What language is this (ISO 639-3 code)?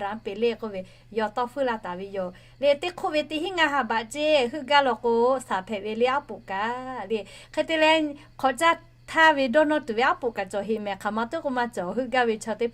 lhu